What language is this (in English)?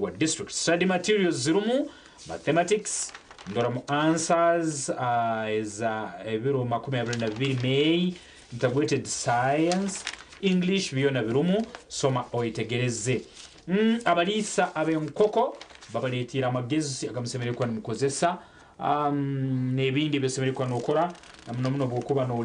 Nyankole